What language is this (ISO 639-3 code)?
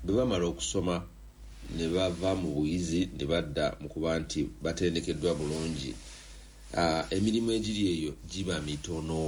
lug